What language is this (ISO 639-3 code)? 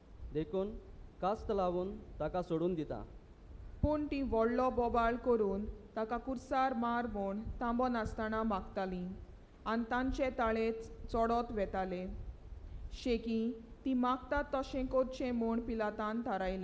kok